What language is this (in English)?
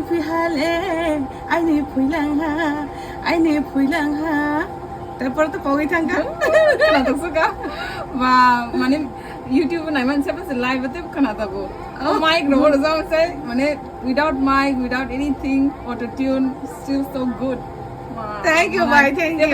Kok Borok